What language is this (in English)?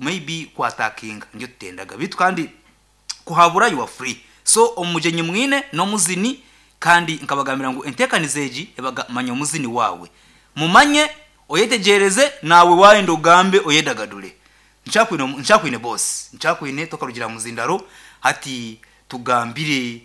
Nyankole